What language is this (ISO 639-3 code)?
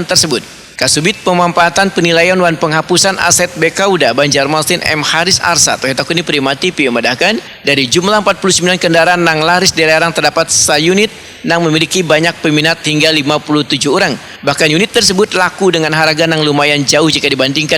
bjn